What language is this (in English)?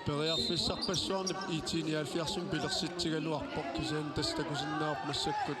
Kalaallisut